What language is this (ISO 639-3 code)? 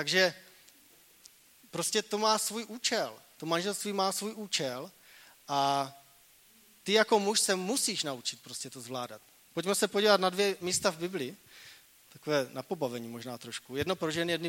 ces